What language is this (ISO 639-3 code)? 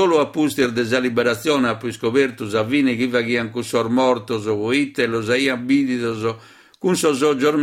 srd